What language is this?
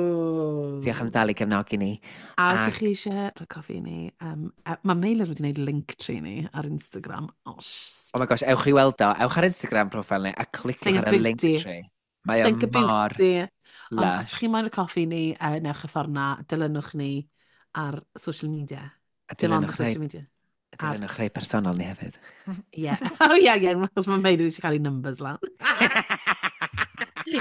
Welsh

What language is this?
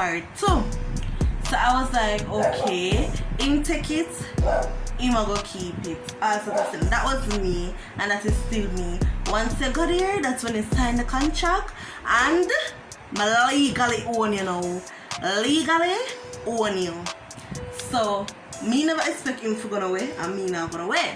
Jamaican Creole English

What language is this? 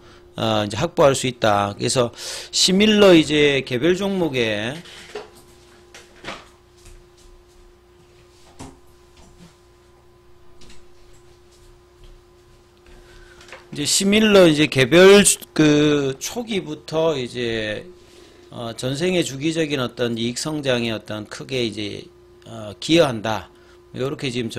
Korean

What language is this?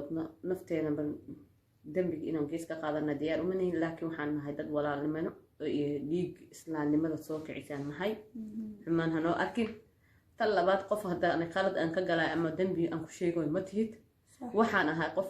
Somali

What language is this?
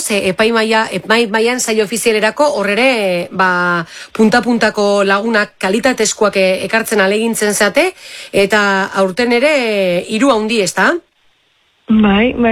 Basque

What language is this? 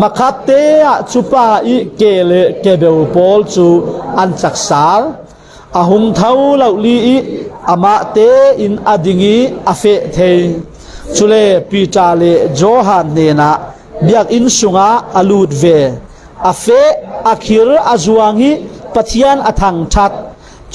Falam Chin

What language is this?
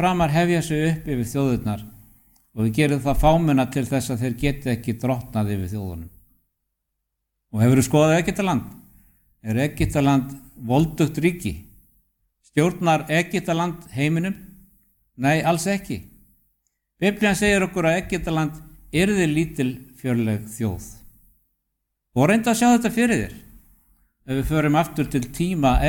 Icelandic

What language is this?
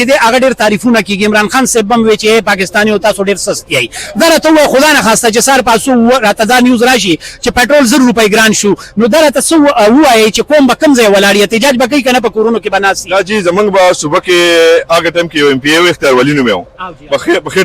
Pashto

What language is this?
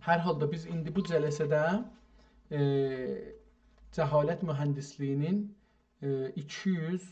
South Azerbaijani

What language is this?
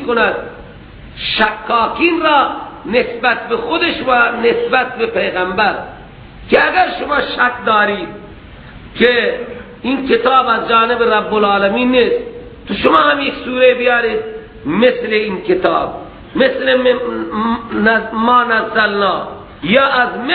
Persian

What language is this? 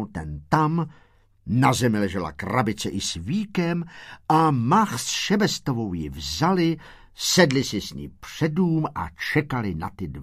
Czech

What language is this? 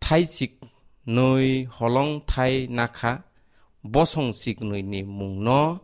Kok Borok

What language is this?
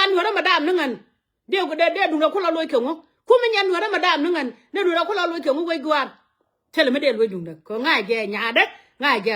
Nuer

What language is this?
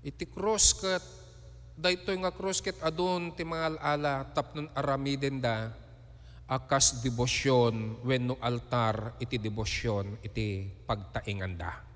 Iloko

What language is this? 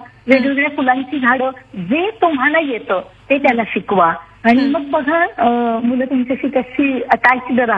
Marathi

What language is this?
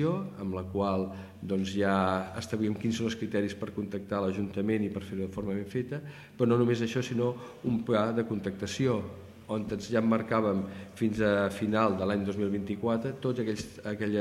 Catalan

